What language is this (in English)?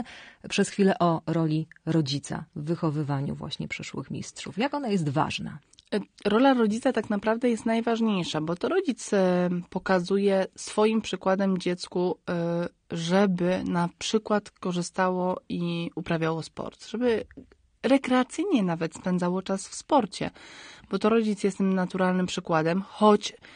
Polish